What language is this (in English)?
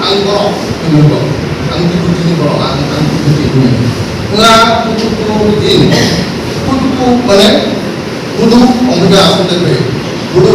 Kok Borok